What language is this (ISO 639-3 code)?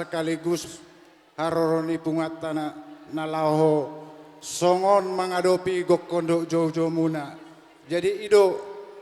bbc